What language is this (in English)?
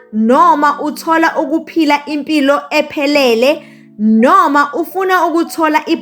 Zulu